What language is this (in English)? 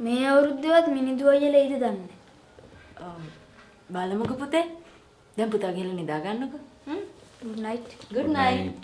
Sinhala